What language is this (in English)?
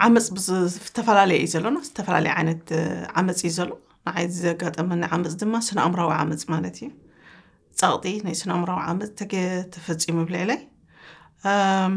Tigrinya